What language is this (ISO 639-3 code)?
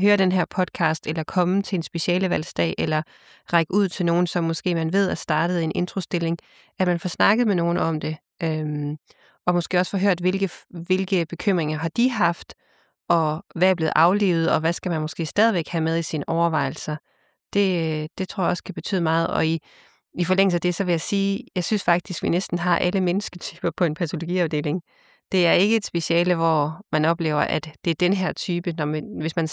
dan